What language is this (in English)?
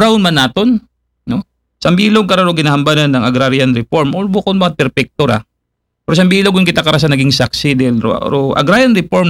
Aklanon